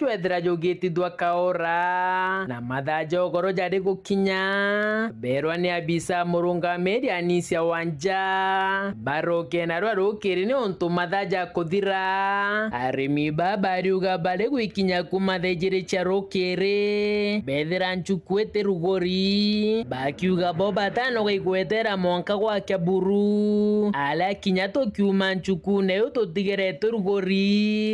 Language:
Meru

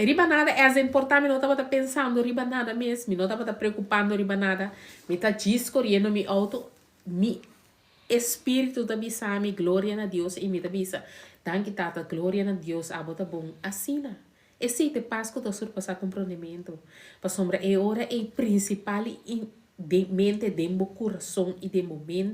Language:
Papiamento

